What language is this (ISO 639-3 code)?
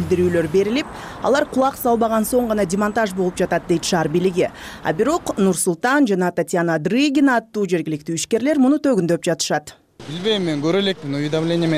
kir